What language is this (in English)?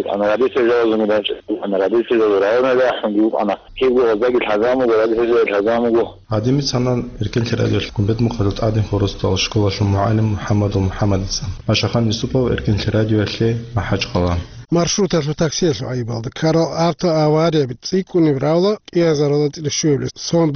Avaric